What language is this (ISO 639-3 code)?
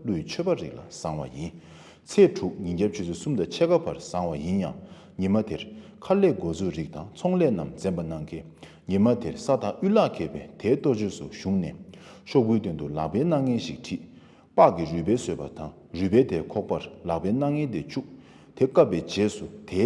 bod